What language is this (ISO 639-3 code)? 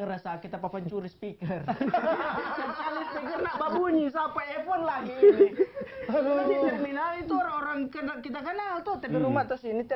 xmm